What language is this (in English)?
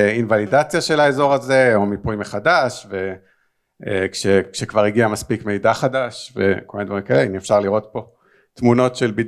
Hebrew